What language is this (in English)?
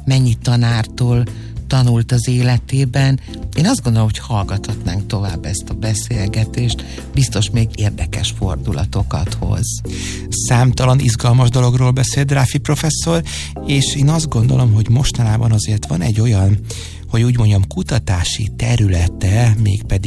Hungarian